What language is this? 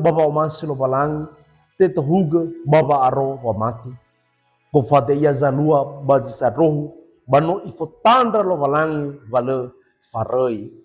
Nias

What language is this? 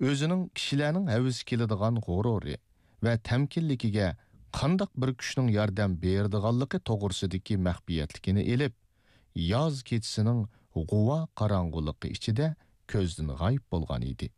Uyghur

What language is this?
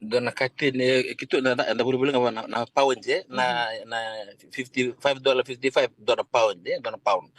Fijian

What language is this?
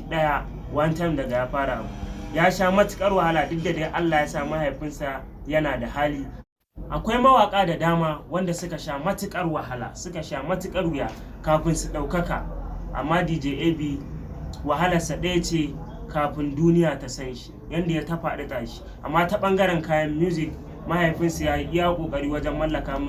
Hausa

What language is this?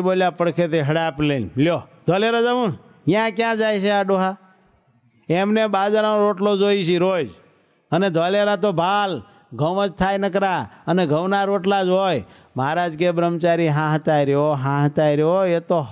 Gujarati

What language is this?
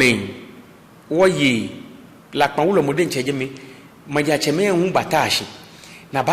Ga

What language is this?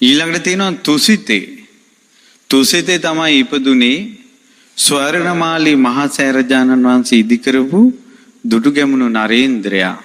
Sinhala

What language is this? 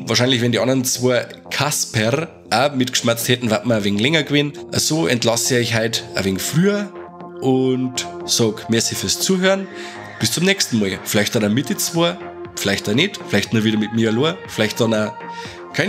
Bavarian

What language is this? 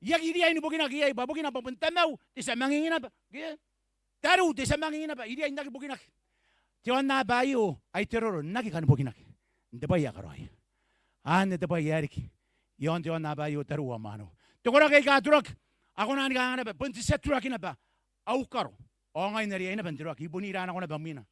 Gilbertese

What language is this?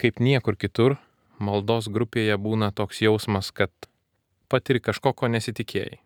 Lithuanian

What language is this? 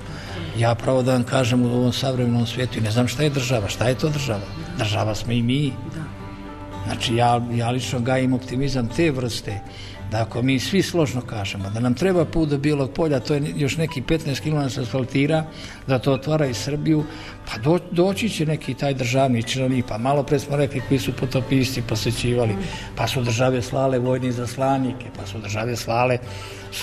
Serbian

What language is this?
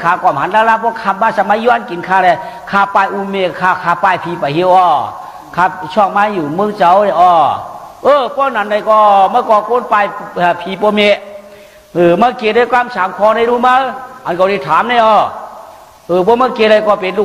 Shan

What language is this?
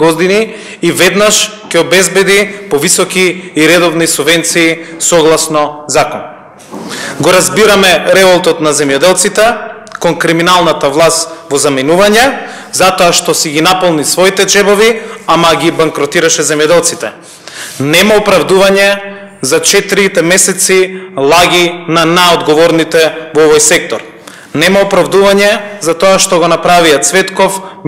Macedonian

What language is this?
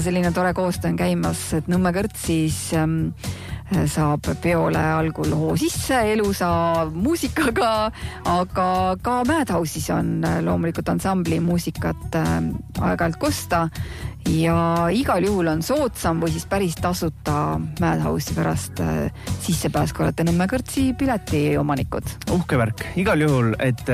Estonian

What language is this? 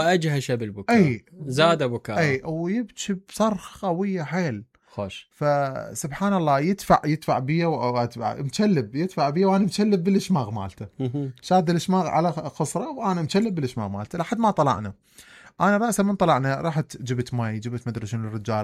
Mesopotamian Arabic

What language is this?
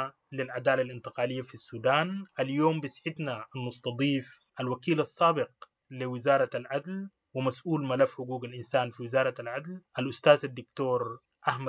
Sudanese Arabic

